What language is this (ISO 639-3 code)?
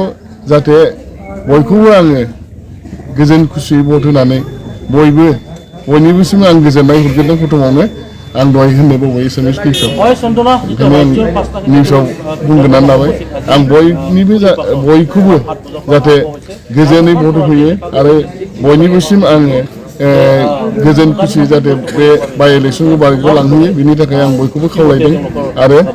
brx